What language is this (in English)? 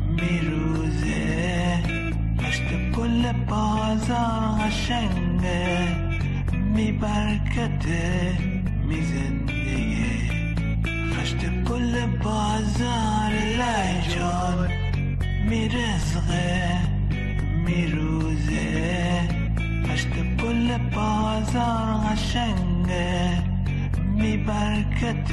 Gilaki